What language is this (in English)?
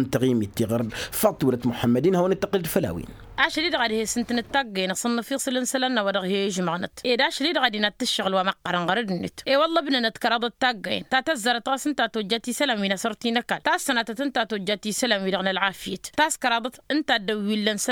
Tamasheq